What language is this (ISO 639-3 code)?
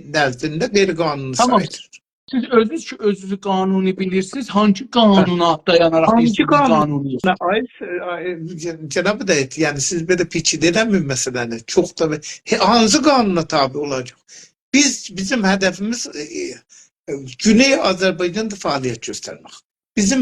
azb